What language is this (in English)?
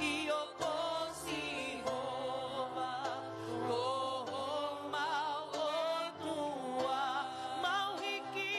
Tongan